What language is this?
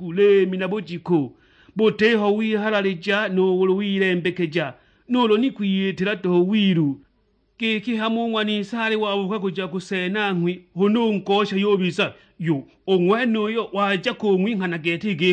Sukuma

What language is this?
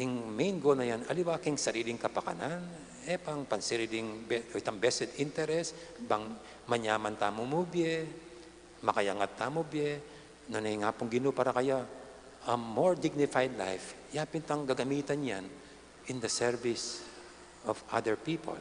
Pampanga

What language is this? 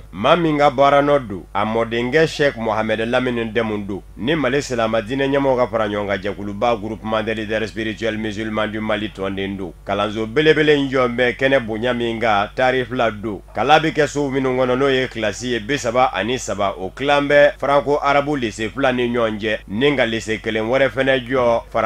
Bambara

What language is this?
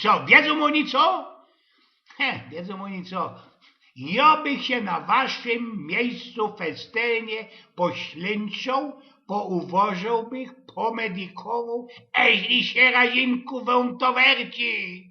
Silesian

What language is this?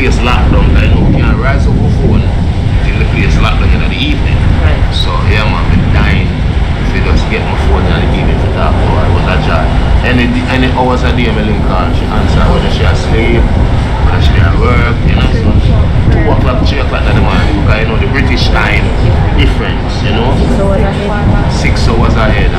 Jamaican Creole English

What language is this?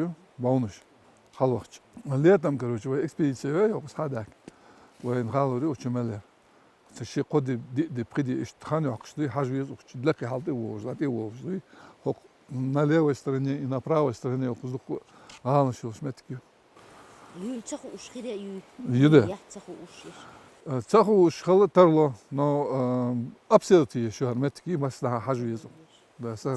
Chechen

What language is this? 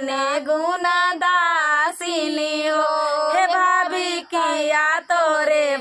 Bhojpuri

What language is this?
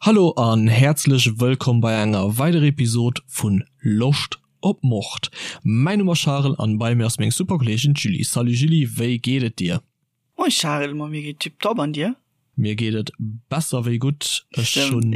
Luxembourgish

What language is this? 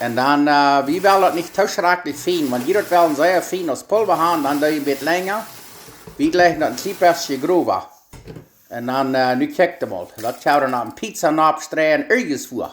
Plautdietsch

